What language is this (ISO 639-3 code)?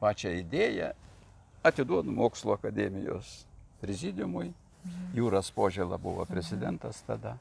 lit